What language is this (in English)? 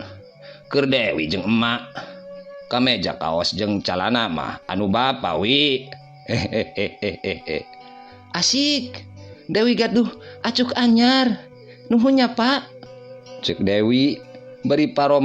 Sundanese